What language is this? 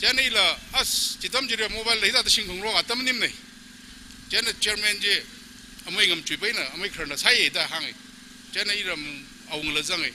Tangkhul Naga (India)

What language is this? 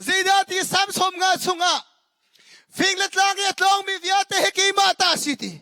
Hakha Chin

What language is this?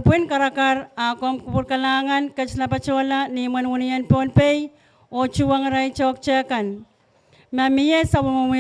Pohnpeian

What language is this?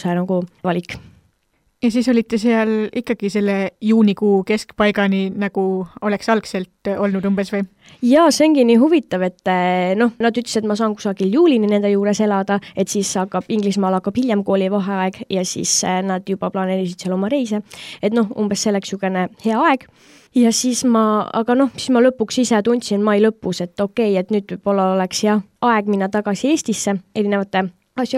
Estonian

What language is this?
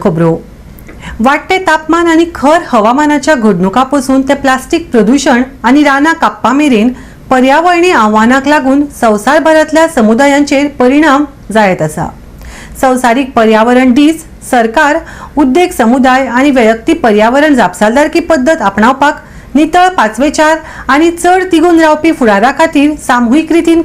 Konkani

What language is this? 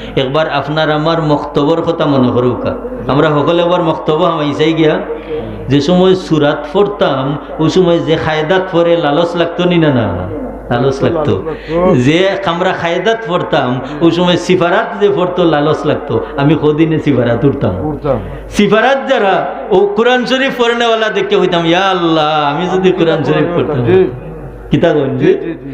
Sylheti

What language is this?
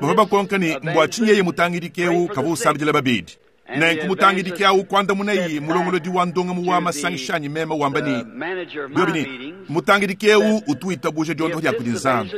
Luba-Lulua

